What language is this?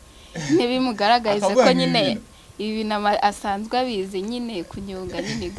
Kinyarwanda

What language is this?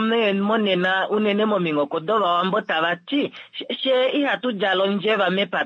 Kuanyama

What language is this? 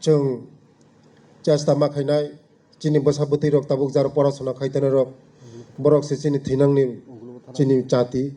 Kok Borok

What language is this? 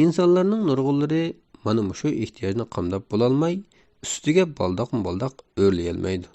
Uyghur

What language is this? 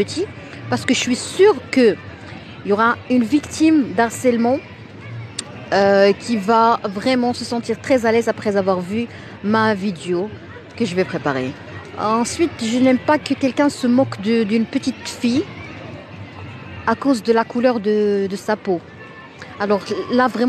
French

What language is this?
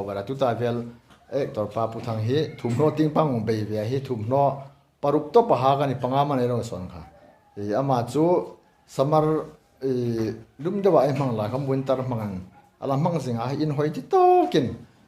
Hmar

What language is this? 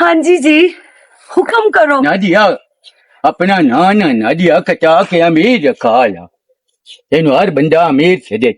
Western Panjabi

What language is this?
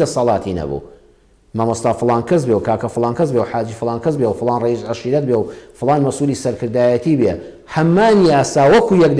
Central Kurdish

